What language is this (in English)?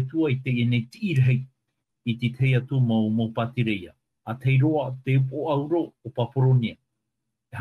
Tahitian